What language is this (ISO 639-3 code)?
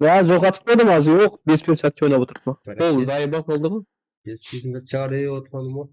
kaa